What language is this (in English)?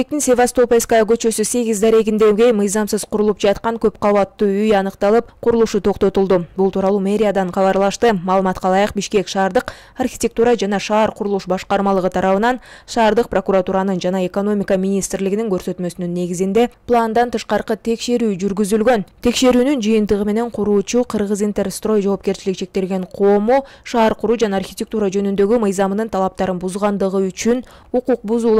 Kyrgyz